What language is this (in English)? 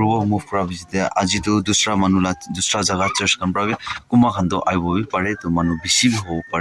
Naga Pidgin